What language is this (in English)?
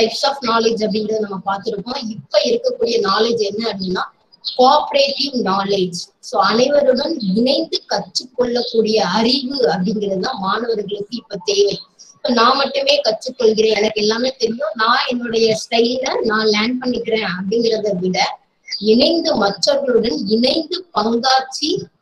Tamil